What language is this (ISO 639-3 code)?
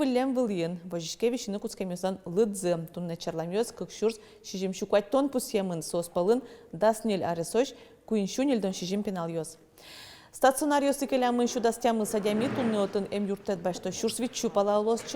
udm